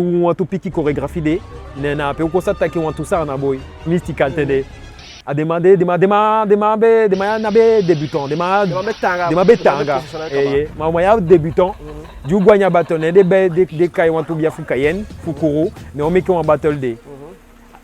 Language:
Eastern Maroon Creole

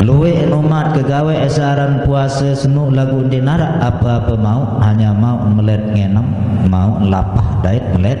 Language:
Sasak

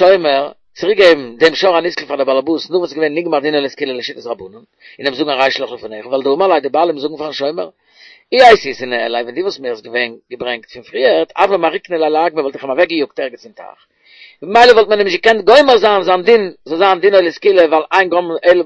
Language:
Yiddish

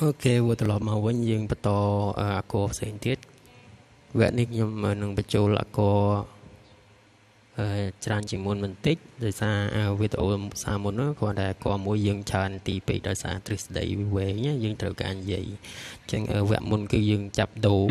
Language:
Khmer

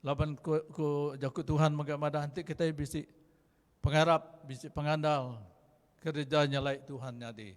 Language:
Iban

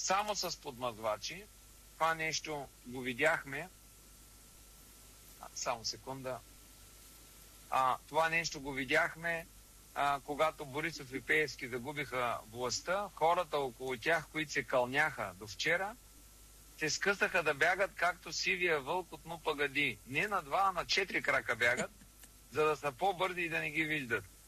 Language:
Bulgarian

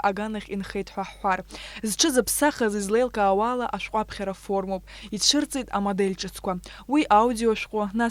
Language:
Abkhazian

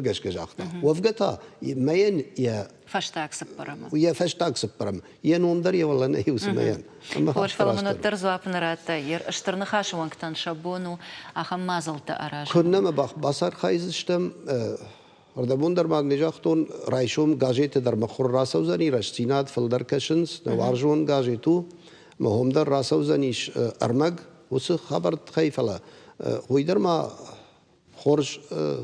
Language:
Ossetic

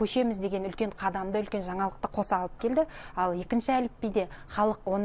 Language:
Kazakh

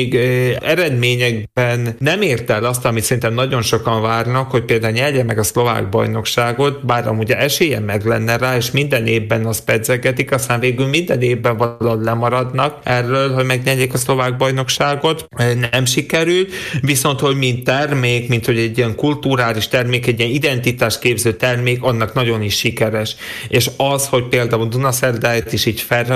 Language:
Hungarian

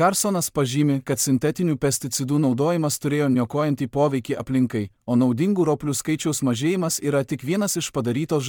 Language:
Lithuanian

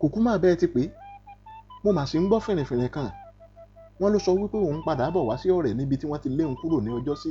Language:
Yoruba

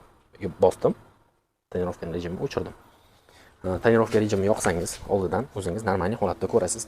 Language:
Uzbek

